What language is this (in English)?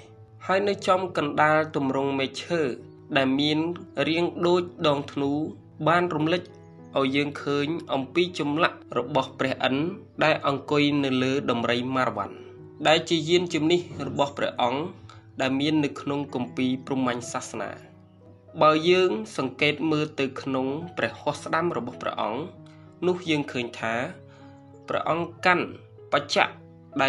Khmer